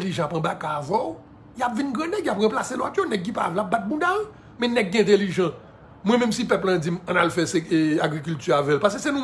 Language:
Haitian Creole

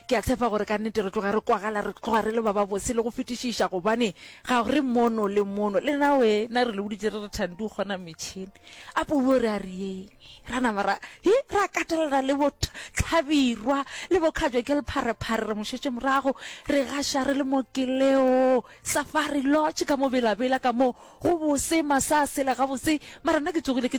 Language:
Northern Sotho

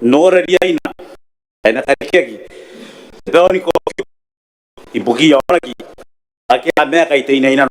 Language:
Gilbertese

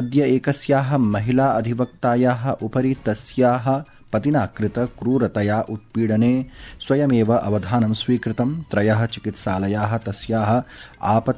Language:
Sanskrit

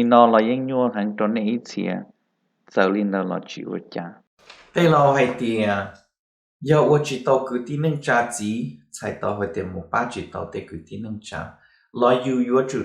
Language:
Hmong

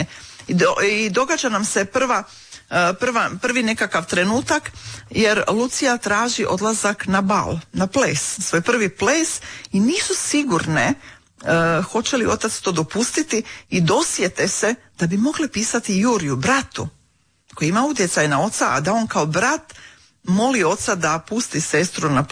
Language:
Croatian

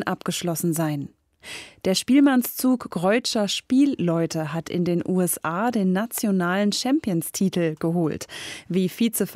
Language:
German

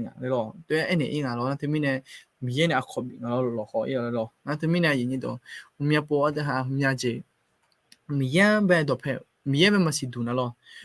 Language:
Akha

